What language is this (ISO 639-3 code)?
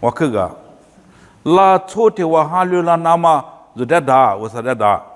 lis